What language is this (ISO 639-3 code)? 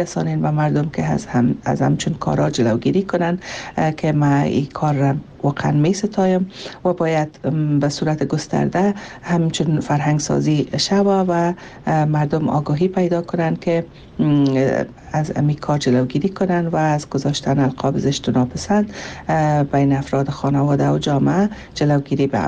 fas